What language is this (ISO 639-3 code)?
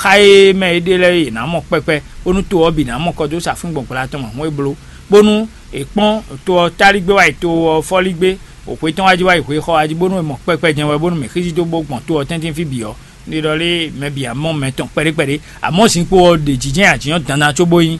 fon